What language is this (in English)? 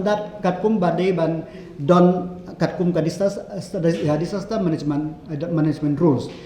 Khasi